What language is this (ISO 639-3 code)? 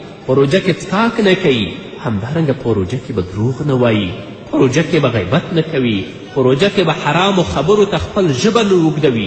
pus